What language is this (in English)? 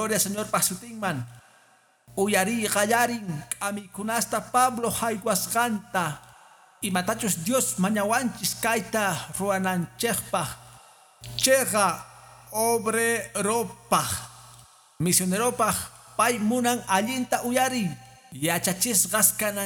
Quechua